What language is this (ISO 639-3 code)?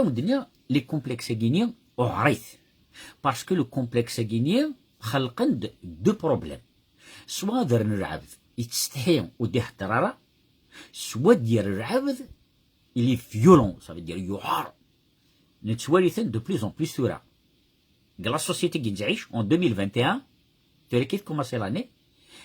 kab